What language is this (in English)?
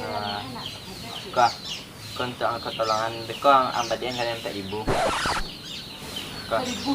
Minangkabau